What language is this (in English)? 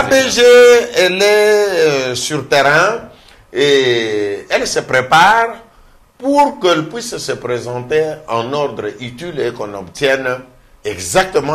French